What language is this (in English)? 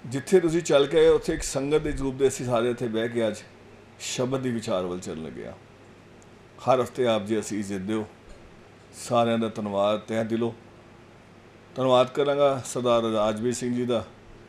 Punjabi